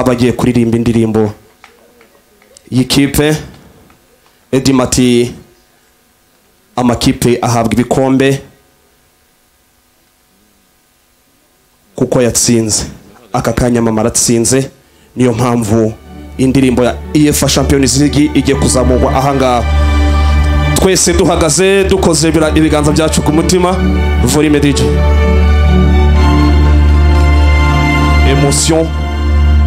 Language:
Kinyarwanda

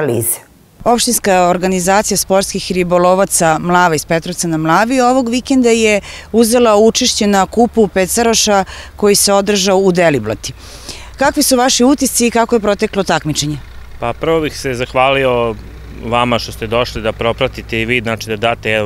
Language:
Serbian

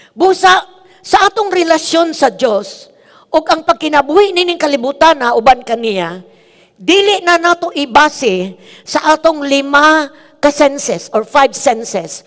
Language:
Cebuano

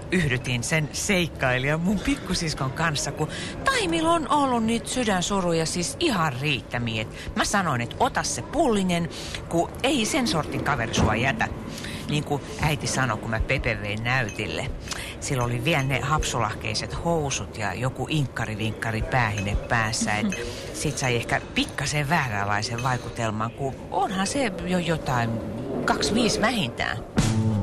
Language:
Finnish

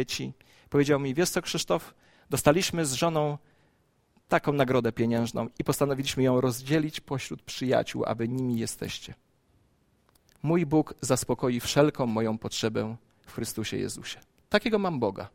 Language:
Polish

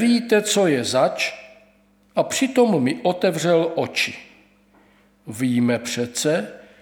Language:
Czech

